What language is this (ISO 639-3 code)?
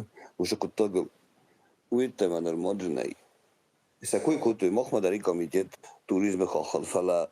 oss